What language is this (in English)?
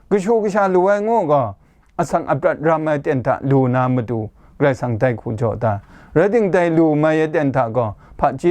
Kachin